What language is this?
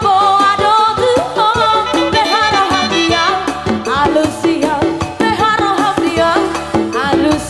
Batak Simalungun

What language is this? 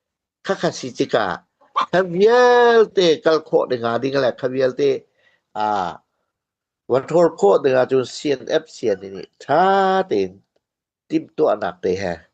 Hakha Chin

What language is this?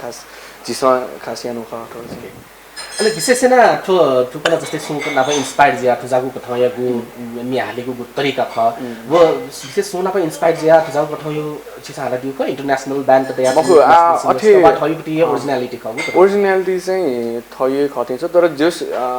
Newari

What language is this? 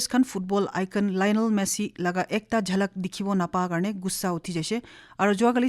Naga Pidgin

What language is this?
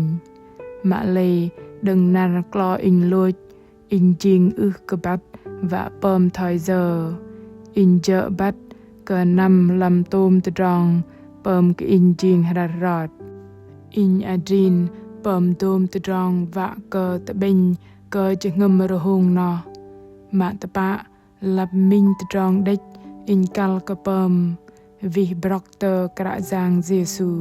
Bahnar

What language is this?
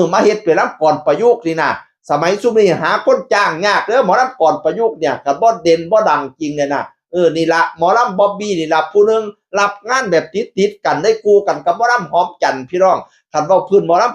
Northeastern Thai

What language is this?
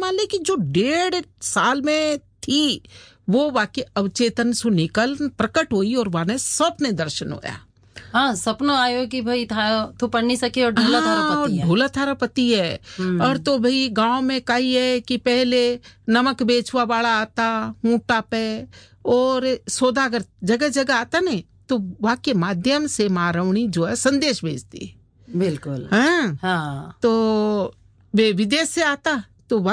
Hindi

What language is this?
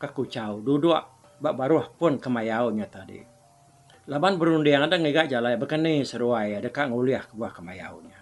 Iban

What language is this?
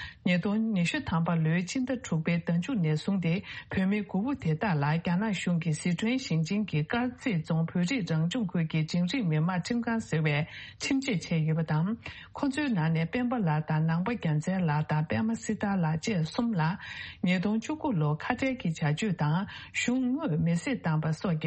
Tibetan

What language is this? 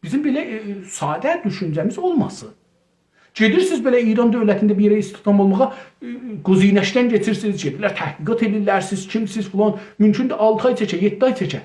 South Azerbaijani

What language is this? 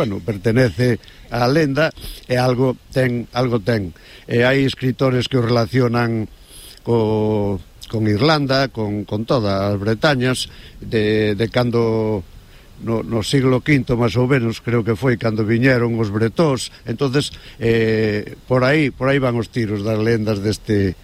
Galician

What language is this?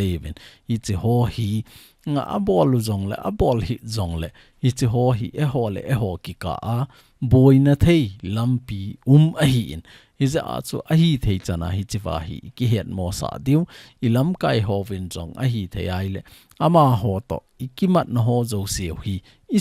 Thado Chin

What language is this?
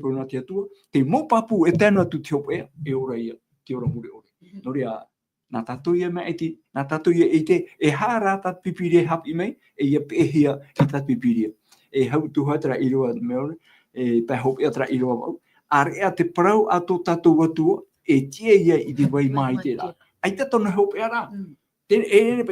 Tahitian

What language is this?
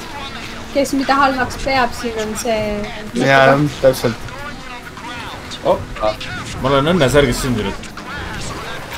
Estonian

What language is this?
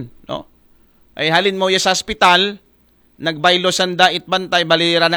Aklanon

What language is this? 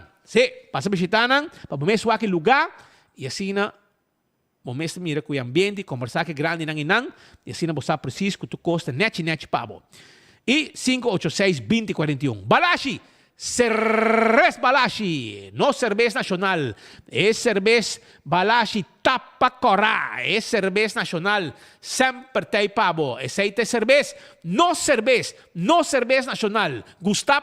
Papiamento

